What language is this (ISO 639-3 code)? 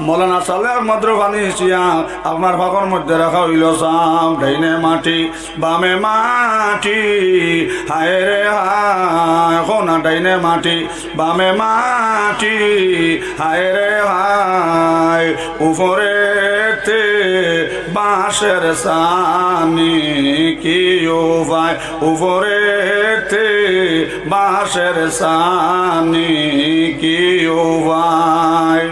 syl